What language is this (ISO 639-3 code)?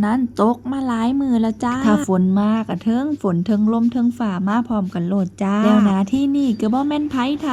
tts